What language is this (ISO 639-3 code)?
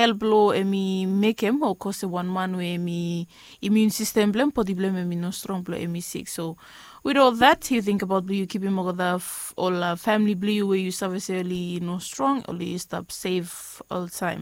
bis